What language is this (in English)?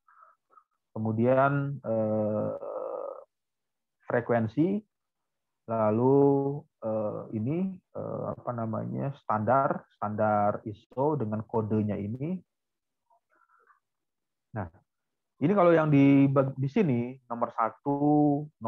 Indonesian